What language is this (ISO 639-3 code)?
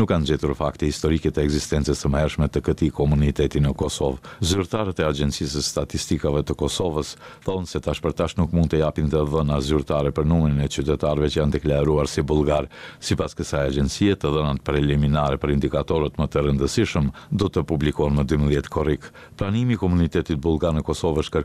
sqi